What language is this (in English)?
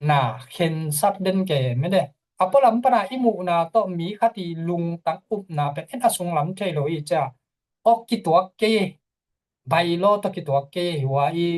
Tedim Chin